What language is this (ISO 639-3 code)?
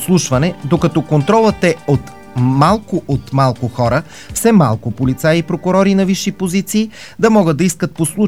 bul